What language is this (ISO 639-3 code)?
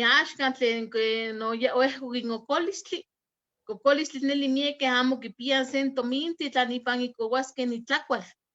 nhe